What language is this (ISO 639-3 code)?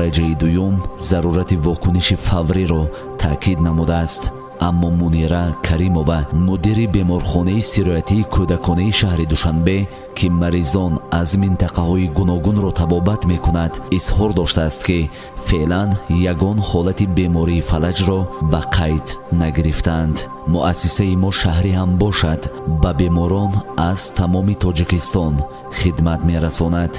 tgk